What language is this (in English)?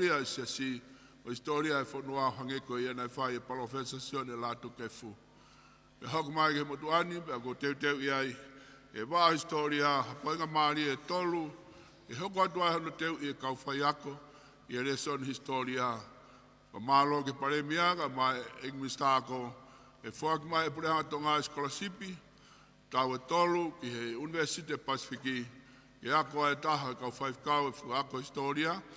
Tongan